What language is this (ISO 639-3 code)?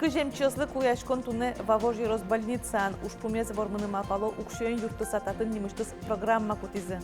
udm